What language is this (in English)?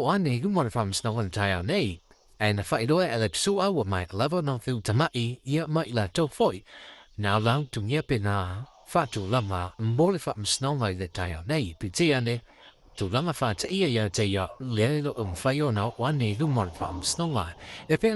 Samoan